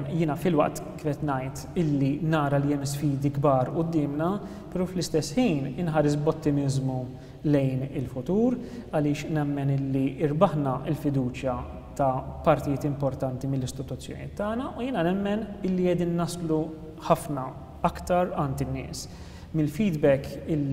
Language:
Maltese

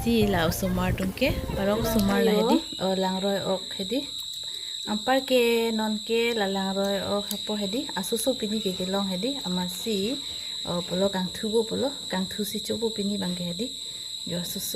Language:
Karbi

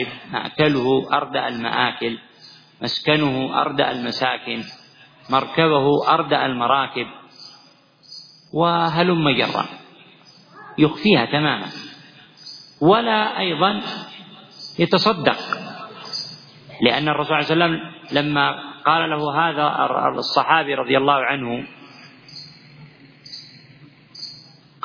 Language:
Arabic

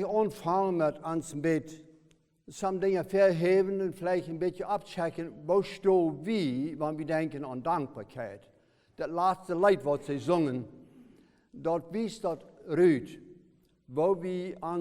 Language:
Plautdietsch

